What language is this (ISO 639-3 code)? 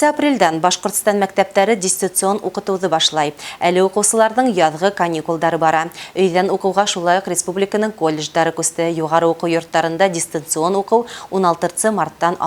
bak